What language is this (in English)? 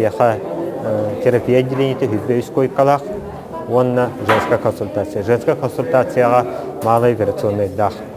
Yakut